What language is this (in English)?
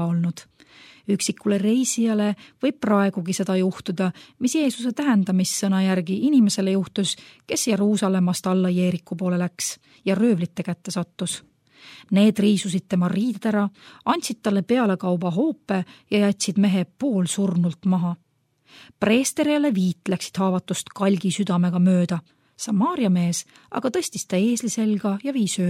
Estonian